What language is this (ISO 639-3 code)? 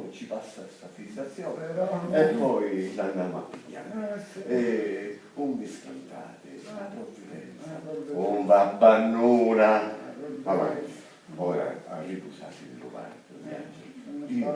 scn